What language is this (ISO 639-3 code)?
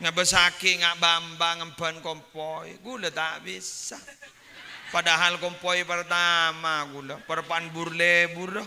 mad